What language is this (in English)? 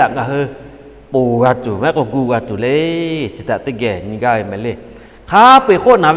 Lahu